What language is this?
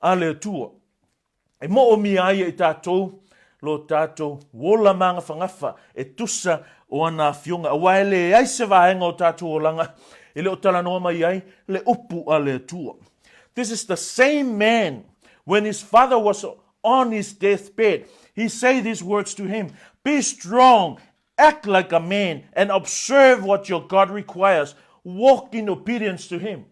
Samoan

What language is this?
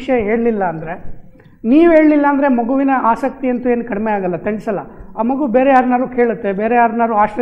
Kannada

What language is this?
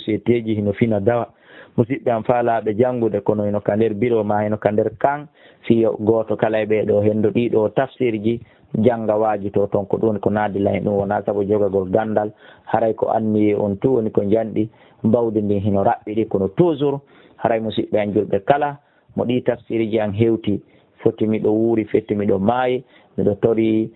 Fula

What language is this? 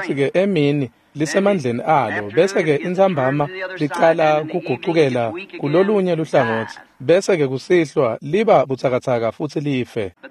Swati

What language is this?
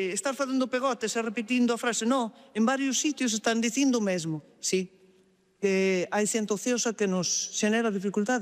Galician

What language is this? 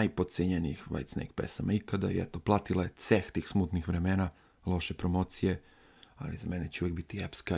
Serbian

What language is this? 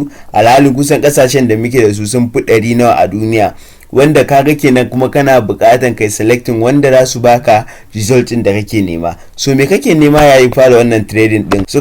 Hausa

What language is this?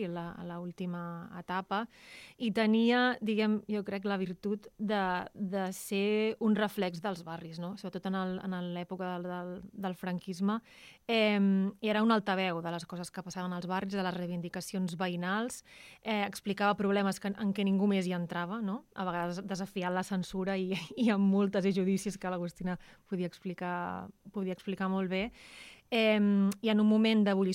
Catalan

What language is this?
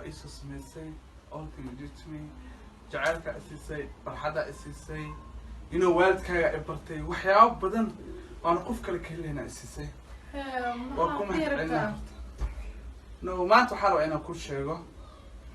Somali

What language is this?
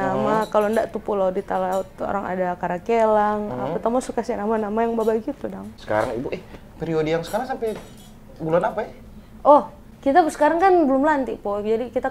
Manado Malay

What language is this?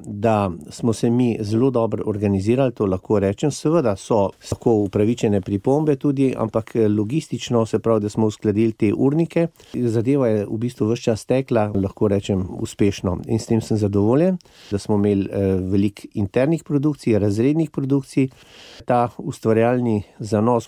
Slovenian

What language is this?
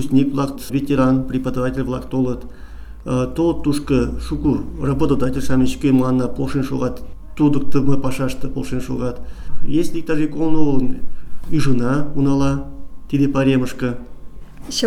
Mari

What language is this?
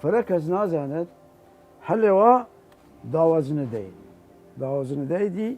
Southern Kurdish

